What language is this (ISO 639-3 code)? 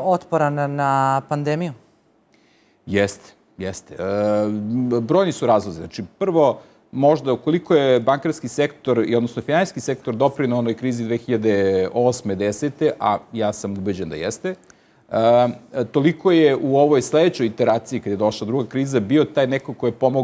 srp